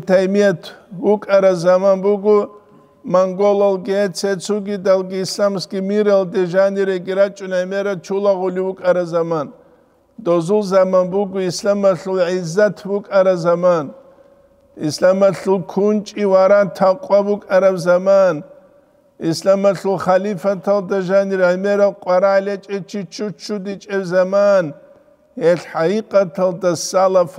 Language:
Avaric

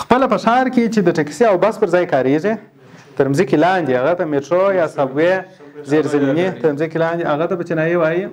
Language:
Pashto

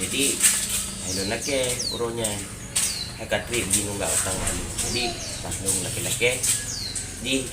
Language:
Achinese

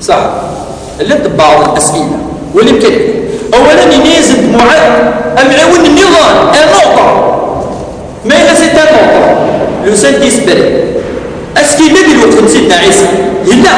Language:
Kabyle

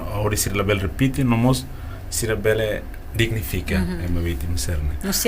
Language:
Tetum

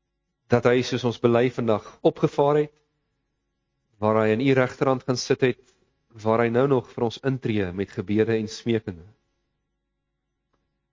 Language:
Afrikaans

